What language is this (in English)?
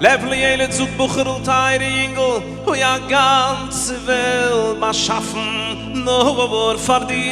Yiddish